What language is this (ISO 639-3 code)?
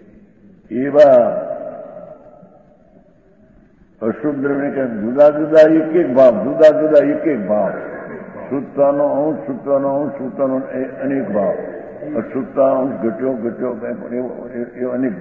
guj